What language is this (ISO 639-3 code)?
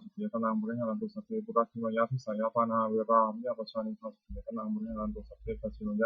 pli